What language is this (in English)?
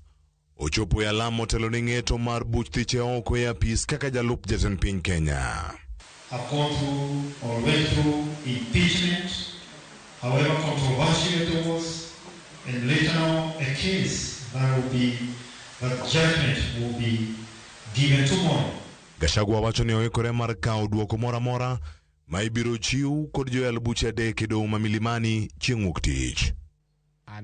Luo (Kenya and Tanzania)